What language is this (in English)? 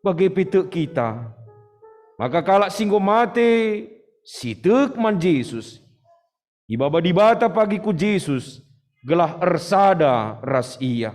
Batak Karo